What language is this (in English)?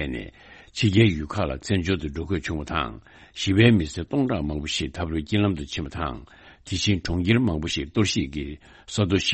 Tibetan